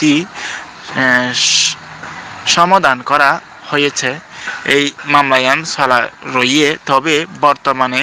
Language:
Rohingya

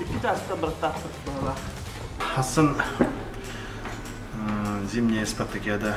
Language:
Yakut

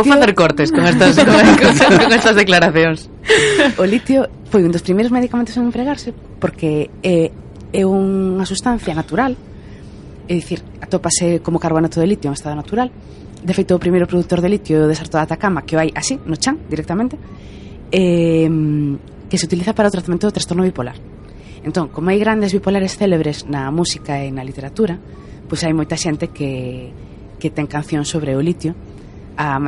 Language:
Galician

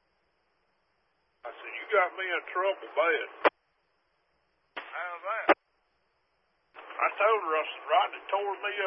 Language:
English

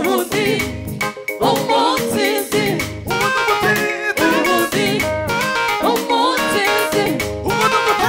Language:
Kinyarwanda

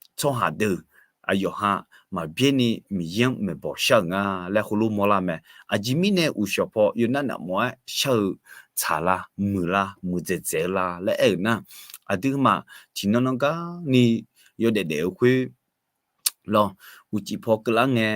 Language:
Akha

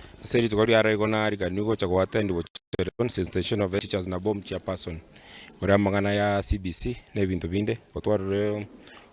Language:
Gusii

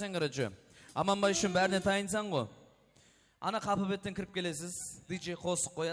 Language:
Kara-Kalpak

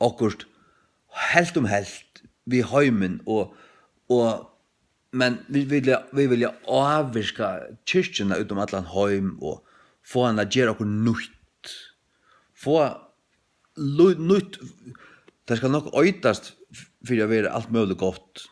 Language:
Faroese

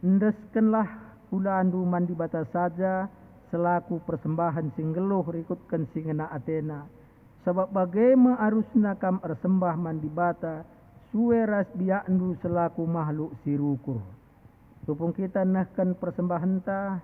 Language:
Batak Karo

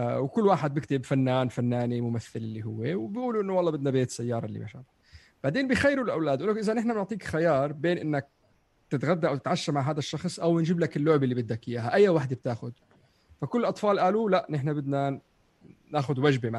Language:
North Levantine Arabic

